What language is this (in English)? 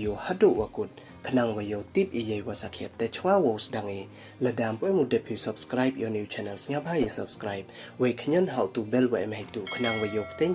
Pnar